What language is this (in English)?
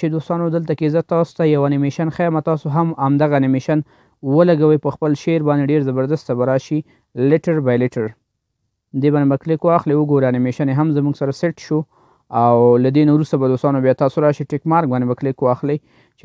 Pashto